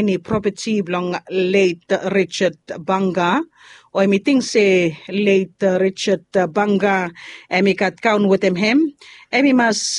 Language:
Bislama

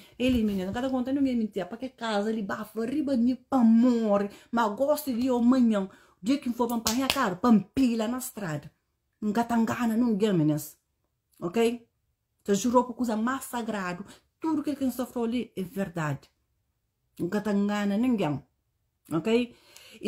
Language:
Kabuverdianu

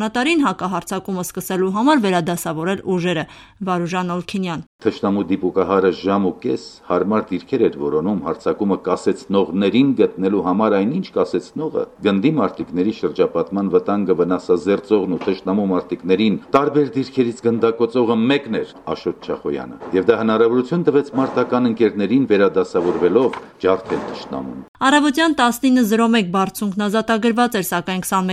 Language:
Armenian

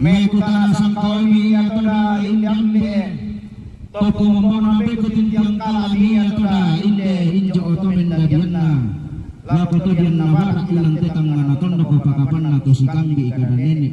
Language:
Toraja-Sa'dan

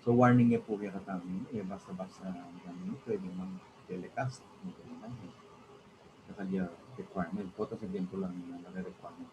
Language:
Pampanga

